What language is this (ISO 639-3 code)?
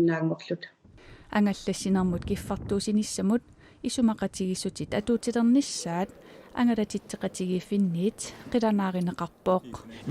kal